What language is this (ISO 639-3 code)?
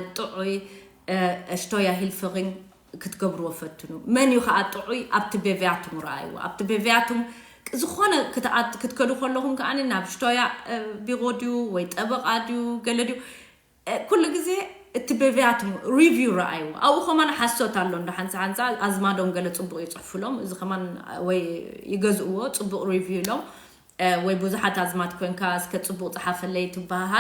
tir